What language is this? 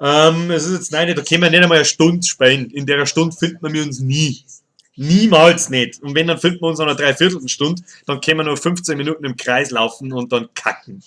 Bavarian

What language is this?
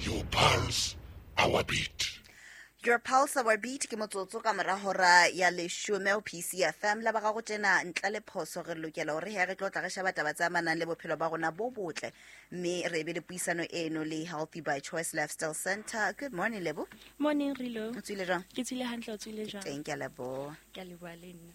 Southern Sotho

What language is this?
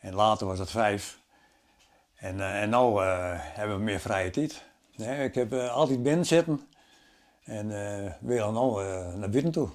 Western Frisian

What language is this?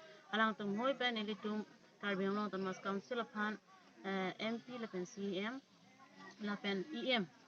Karbi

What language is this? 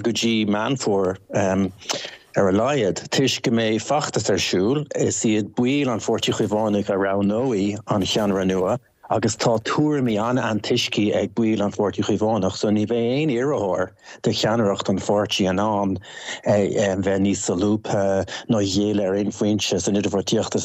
Irish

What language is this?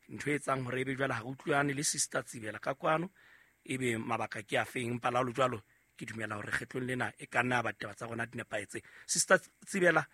Southern Sotho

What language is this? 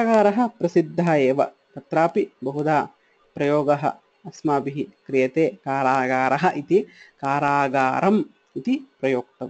Sanskrit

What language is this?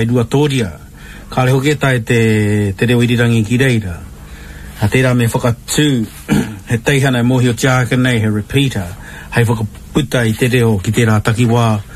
Māori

